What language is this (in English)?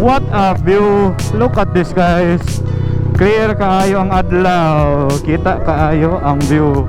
Cebuano